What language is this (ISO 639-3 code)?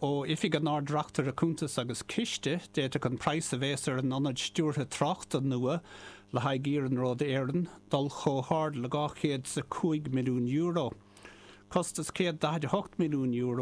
gle